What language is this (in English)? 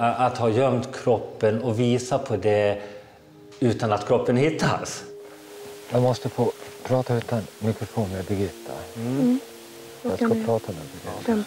Swedish